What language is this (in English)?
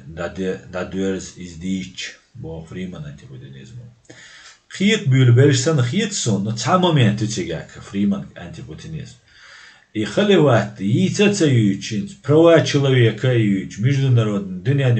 Chechen